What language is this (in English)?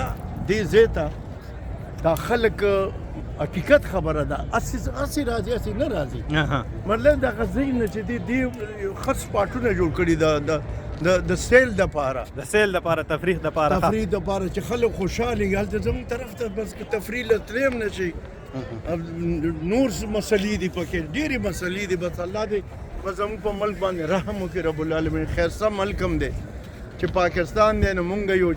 Pashto